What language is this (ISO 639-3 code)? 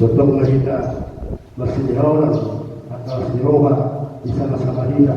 bbc